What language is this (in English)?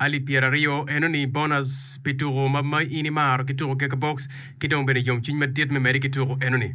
Acoli